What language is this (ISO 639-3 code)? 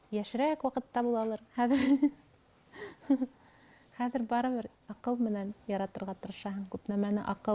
bak